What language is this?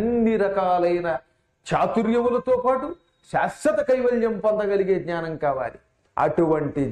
Telugu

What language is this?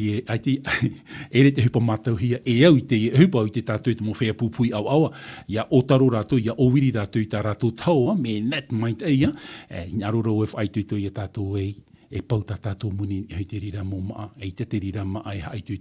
Tahitian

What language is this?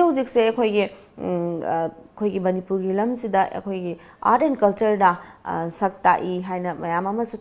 Manipuri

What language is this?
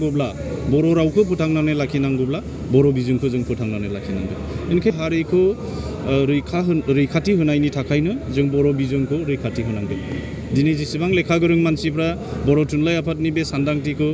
Bodo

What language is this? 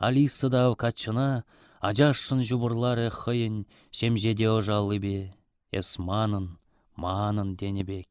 Chuvash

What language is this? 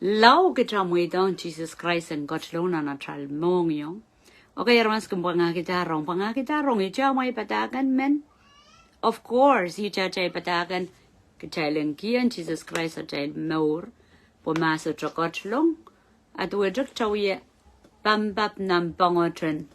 Pohnpeian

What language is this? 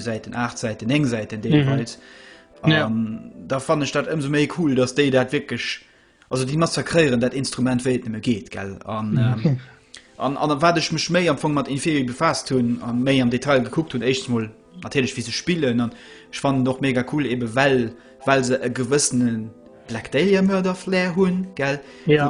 Luxembourgish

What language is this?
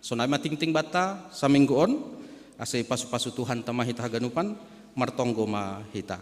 Batak Simalungun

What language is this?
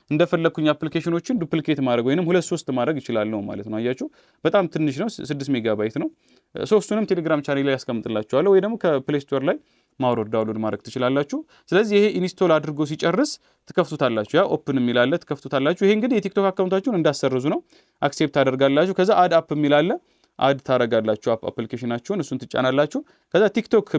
Amharic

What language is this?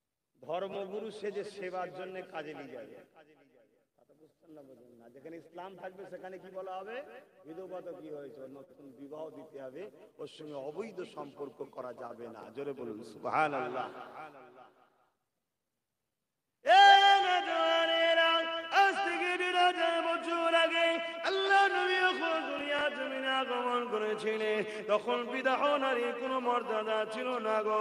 Bangla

